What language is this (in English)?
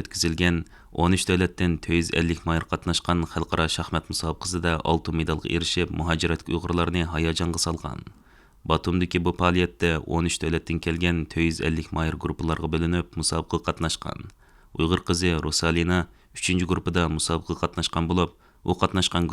Uyghur